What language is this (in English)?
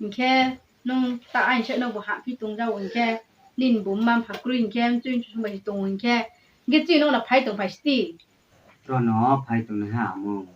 Riang (India)